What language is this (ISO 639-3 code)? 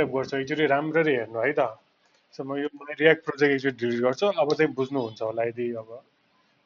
nep